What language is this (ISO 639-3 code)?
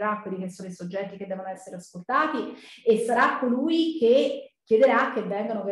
ita